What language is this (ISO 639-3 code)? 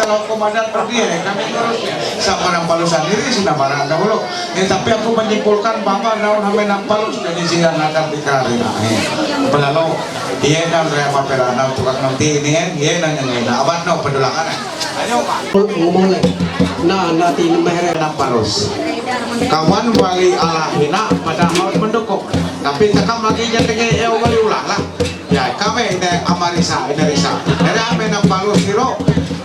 mhy